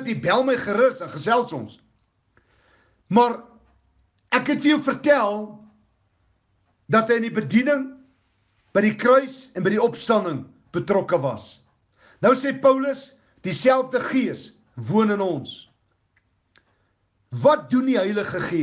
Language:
Afrikaans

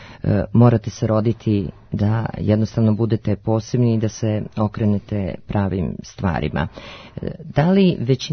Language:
Serbian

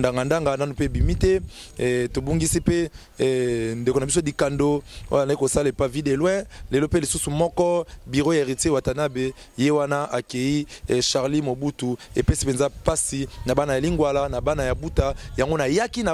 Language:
Lingala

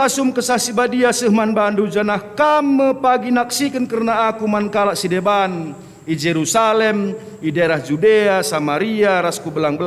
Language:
Batak Karo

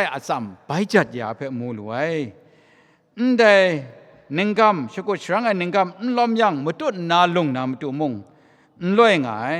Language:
Kachin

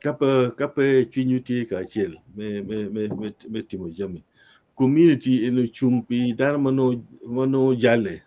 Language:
Acoli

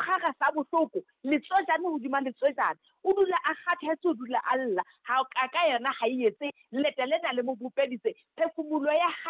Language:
Southern Sotho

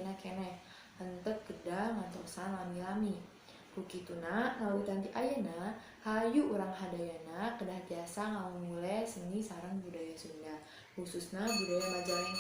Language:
Sundanese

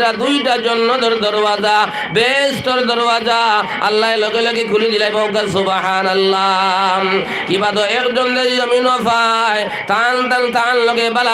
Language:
Sylheti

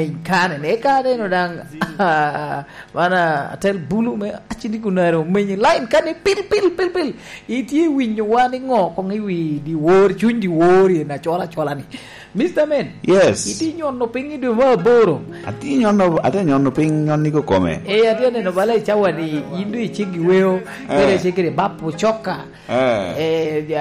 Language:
Lango (Uganda)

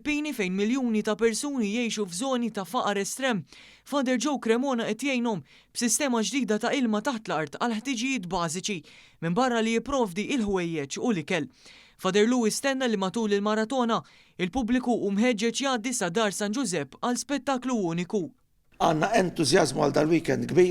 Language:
Maltese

